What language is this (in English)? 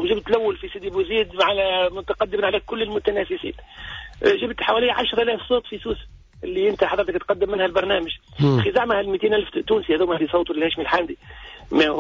Tunisian Arabic